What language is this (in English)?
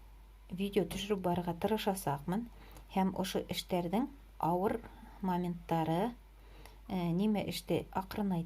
Bashkir